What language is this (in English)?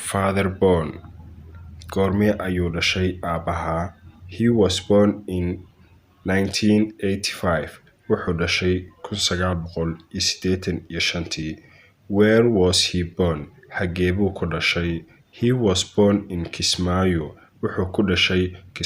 Somali